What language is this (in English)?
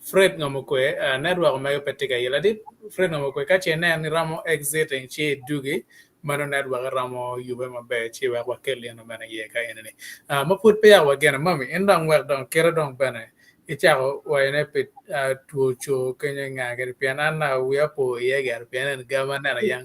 Acoli